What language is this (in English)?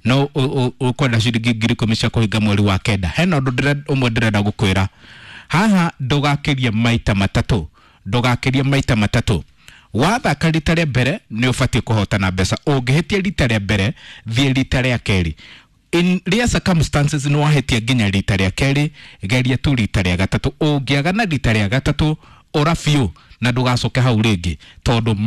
Kikuyu